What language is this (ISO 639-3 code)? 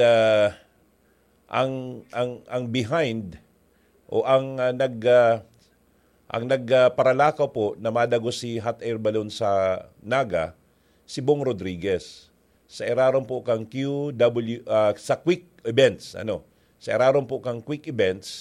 bik